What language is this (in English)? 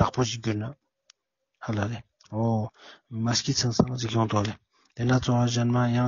Ladakhi